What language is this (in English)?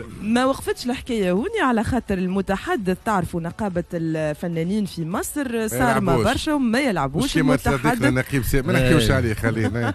Tunisian Arabic